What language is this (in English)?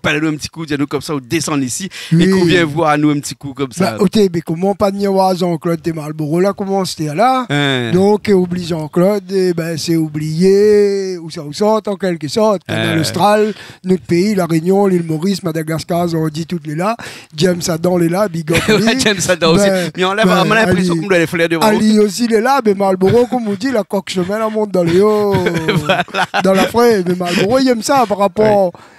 Réunion Creole French